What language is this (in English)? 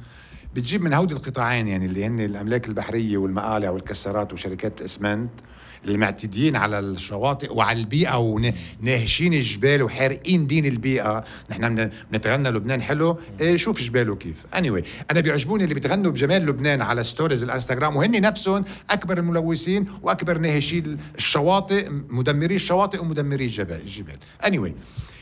North Levantine Arabic